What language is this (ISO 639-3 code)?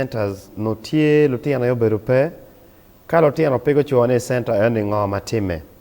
ach